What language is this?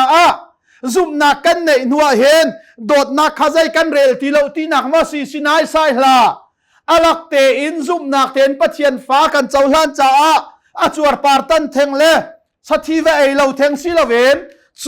Hakha Chin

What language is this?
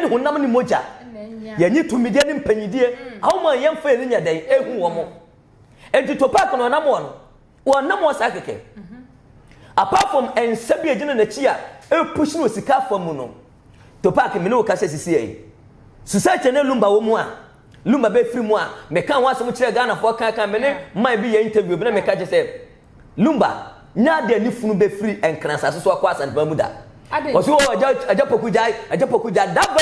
Akan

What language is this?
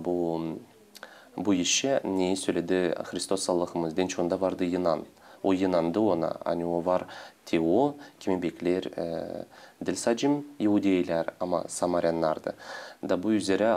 Gagauz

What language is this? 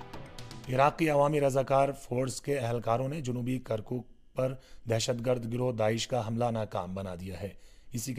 Urdu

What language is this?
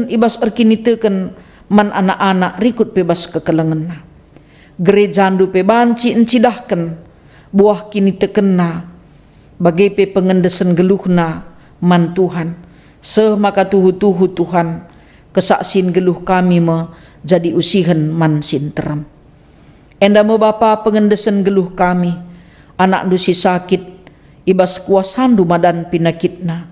Batak Karo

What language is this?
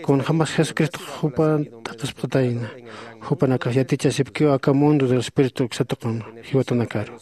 Aymara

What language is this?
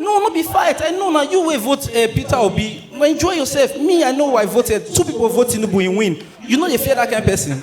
Nigerian Pidgin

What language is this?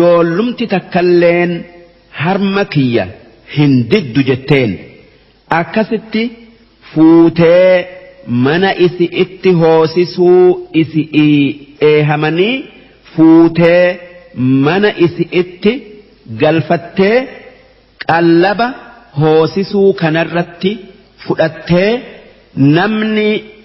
Oromo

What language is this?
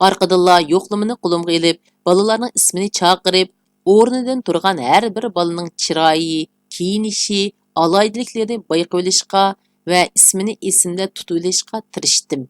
Uyghur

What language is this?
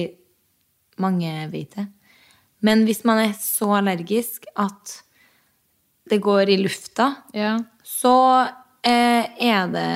Norwegian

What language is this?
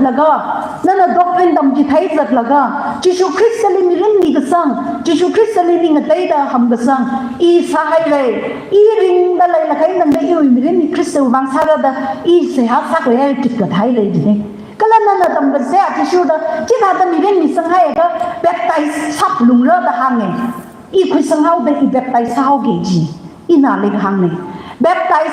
Tangkhul Naga (India)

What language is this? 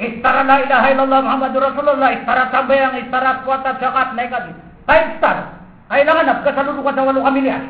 Maranao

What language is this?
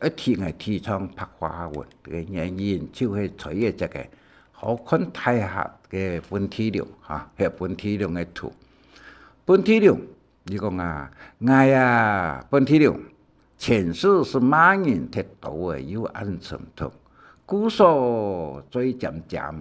Hakka Chinese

